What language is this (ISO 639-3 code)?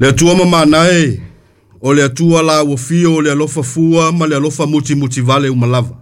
smo